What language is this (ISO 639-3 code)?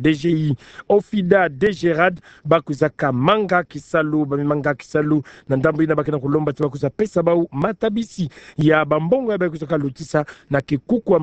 ktu